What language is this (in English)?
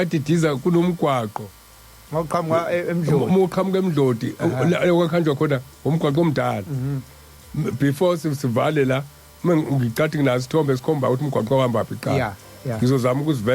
Zulu